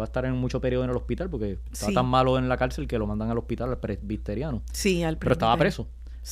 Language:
Spanish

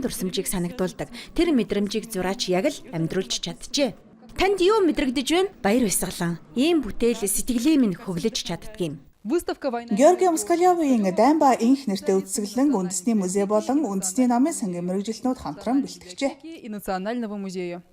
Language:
Mongolian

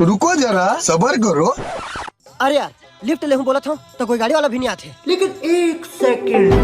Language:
Chhattisgarhi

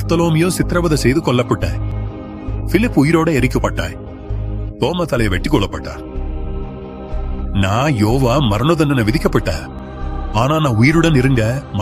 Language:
Tamil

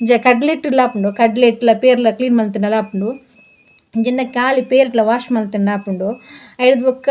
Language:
Tulu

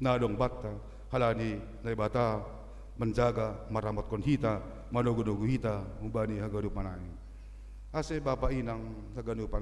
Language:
Batak Simalungun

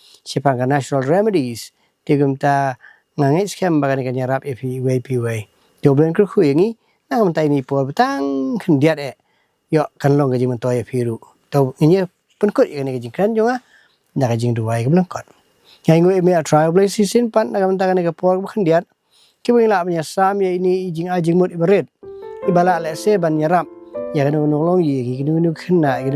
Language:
Khasi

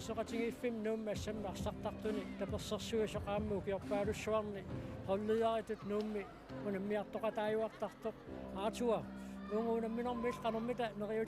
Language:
Kalaallisut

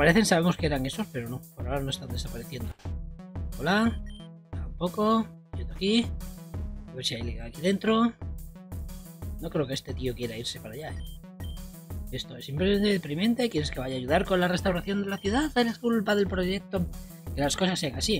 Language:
Spanish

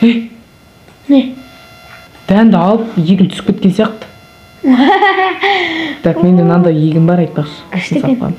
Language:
Kazakh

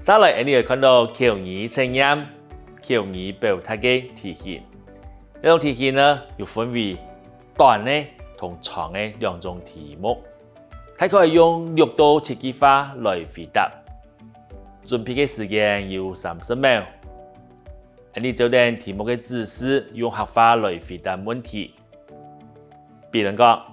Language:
Hakka Chinese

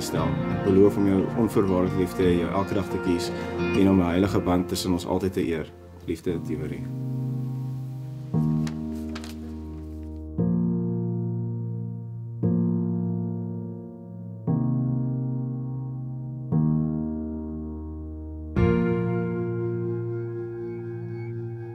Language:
Afrikaans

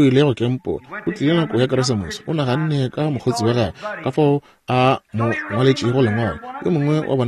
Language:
Northern Sotho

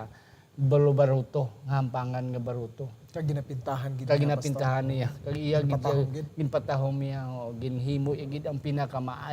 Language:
Hiligaynon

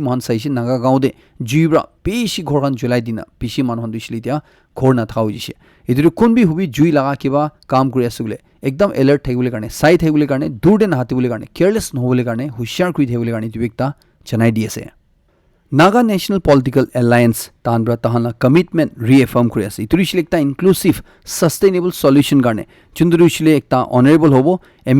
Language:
Naga Pidgin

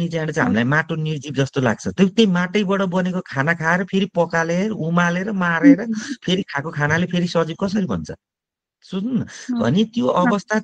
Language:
Nepali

